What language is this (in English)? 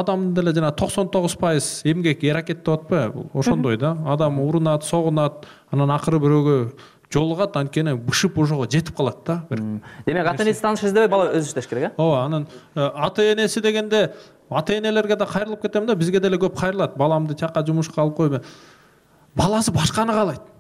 Kyrgyz